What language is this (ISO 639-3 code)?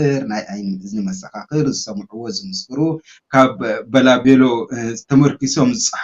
tir